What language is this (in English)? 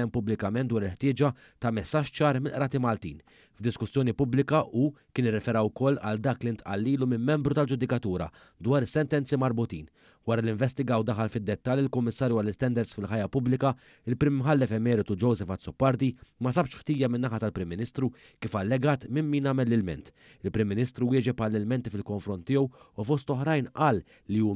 Maltese